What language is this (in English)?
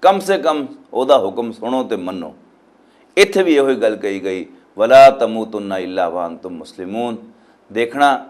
Western Panjabi